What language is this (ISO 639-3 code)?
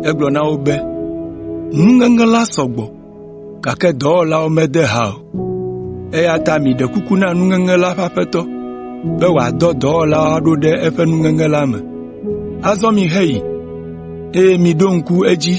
ewe